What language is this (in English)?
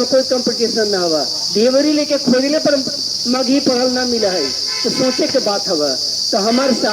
Magahi